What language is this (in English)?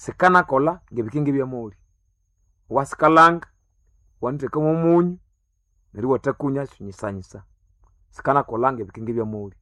Nande